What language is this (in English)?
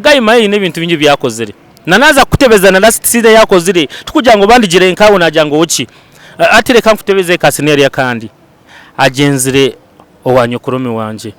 Nyankole